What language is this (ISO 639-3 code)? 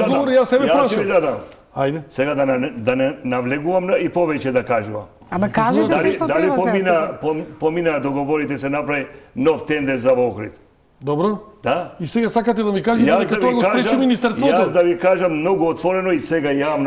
mkd